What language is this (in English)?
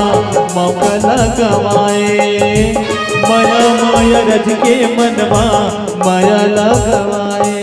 Chhattisgarhi